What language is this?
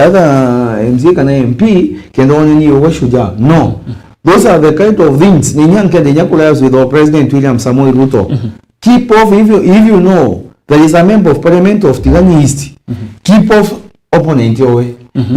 Meru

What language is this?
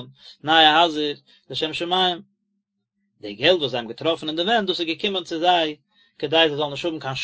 Yiddish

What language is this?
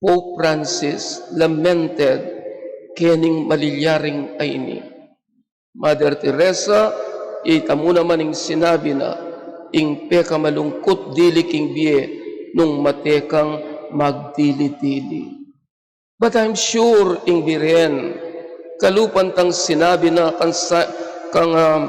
Pampanga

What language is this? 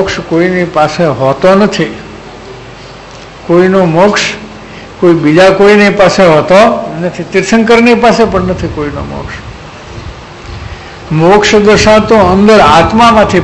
Gujarati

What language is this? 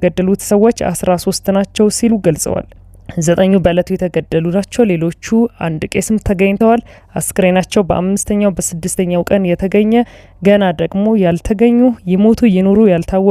Amharic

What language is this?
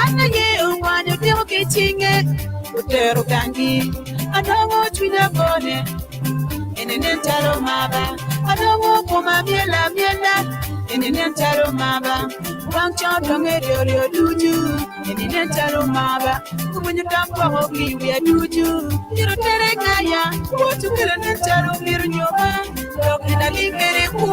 Acoli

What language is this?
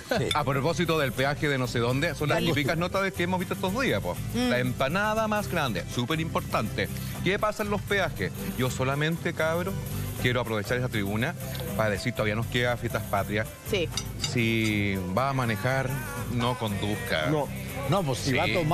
Spanish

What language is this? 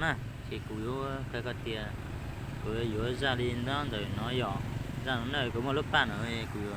Hmong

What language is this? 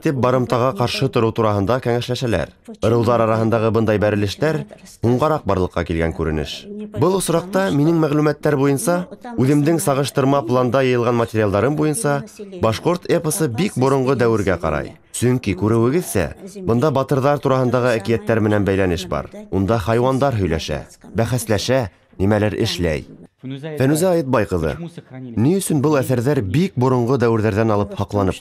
Bashkir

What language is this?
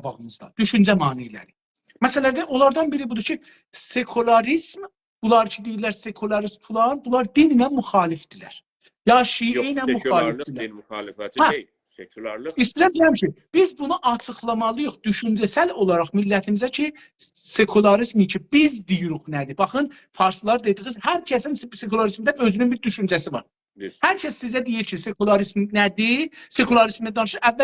South Azerbaijani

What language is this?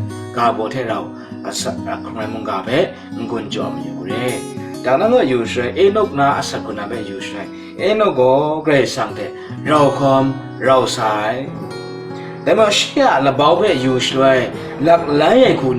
Kachin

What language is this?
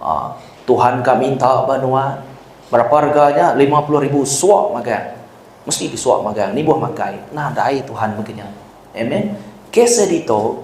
Iban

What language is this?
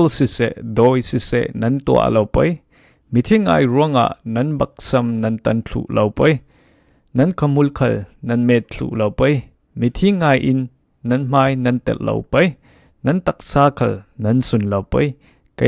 Falam Chin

